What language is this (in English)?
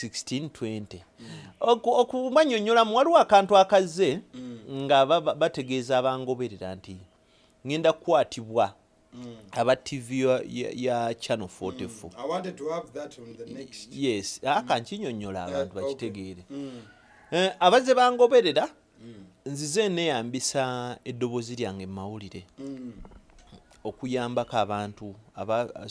Ganda